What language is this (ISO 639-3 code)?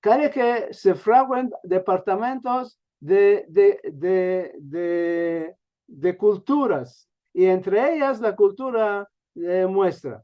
lad